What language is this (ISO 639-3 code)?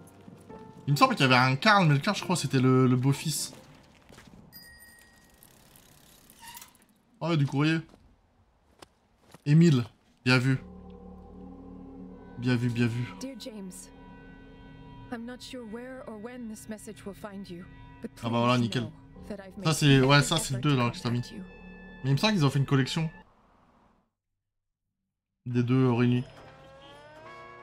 fra